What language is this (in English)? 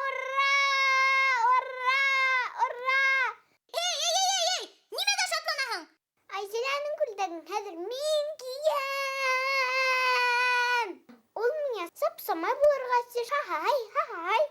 Bashkir